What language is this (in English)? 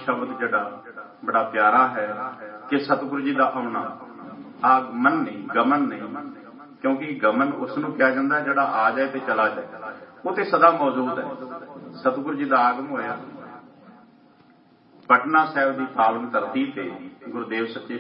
Punjabi